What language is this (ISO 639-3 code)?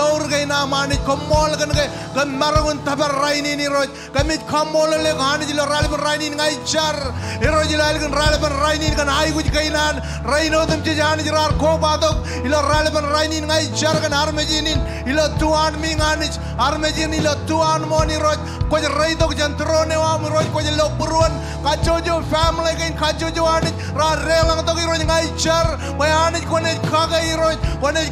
mah